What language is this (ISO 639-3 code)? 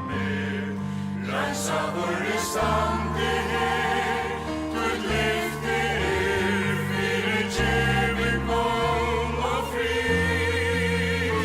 fao